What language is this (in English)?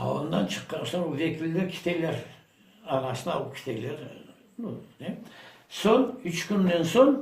Crimean Tatar